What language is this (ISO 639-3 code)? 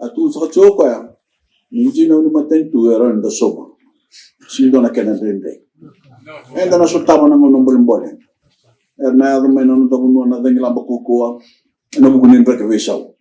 fij